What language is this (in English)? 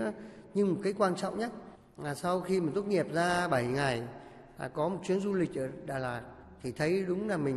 Vietnamese